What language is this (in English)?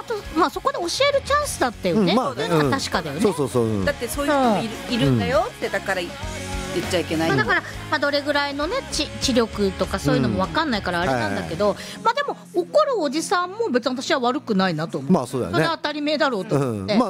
Japanese